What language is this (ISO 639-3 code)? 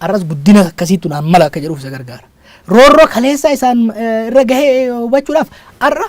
orm